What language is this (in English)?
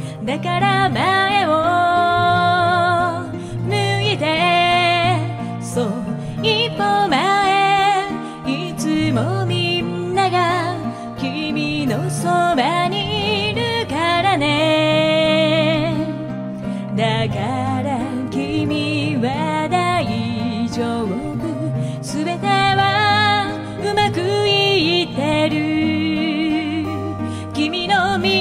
Japanese